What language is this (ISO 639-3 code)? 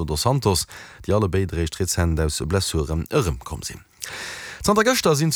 ltz